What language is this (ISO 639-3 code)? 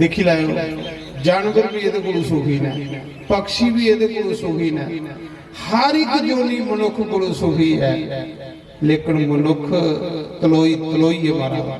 doi